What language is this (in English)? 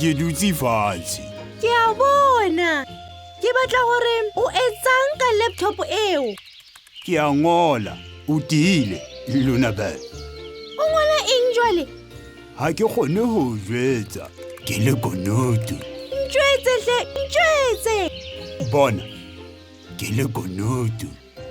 Southern Sotho